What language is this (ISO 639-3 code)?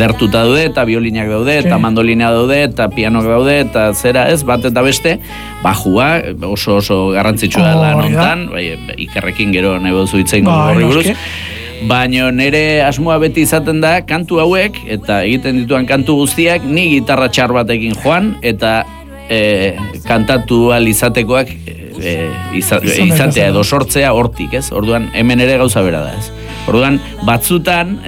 eus